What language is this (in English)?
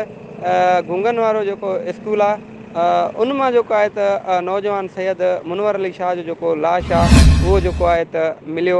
Sindhi